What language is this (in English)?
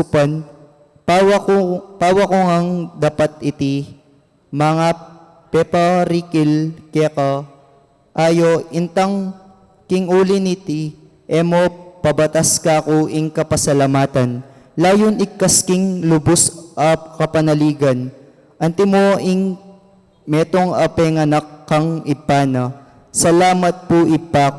Pampanga